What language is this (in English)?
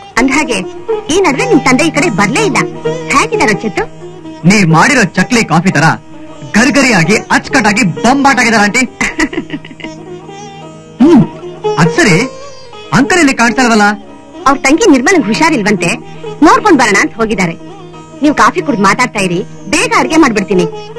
Kannada